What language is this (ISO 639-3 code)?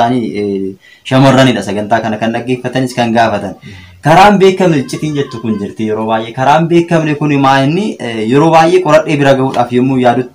orm